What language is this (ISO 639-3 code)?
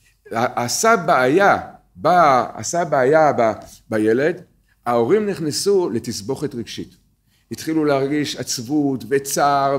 heb